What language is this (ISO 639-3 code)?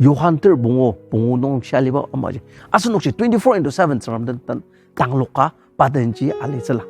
njo